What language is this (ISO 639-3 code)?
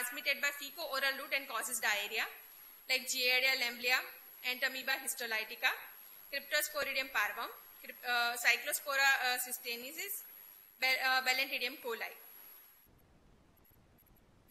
eng